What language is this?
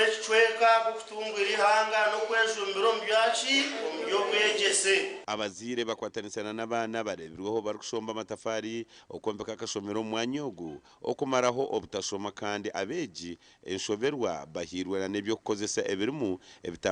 Nyankole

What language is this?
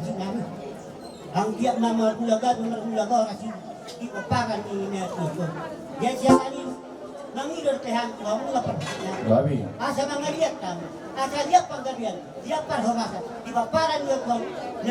Batak Toba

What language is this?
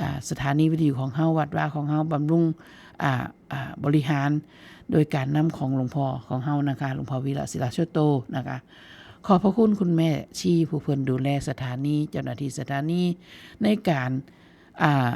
Northeastern Thai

